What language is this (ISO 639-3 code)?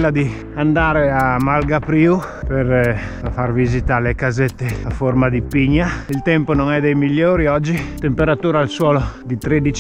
ita